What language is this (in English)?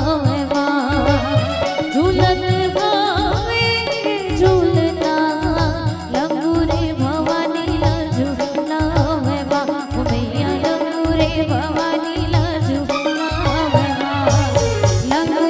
Chhattisgarhi